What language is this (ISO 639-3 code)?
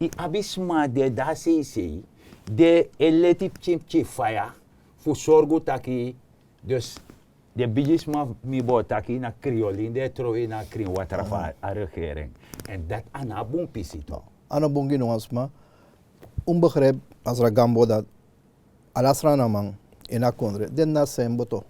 srn